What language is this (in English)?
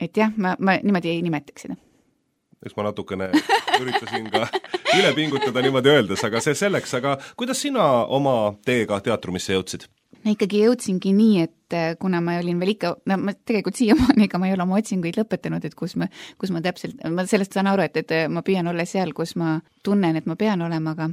Estonian